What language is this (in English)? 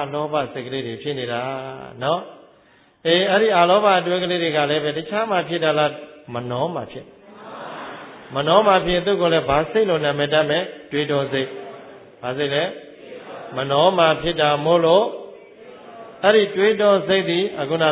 Burmese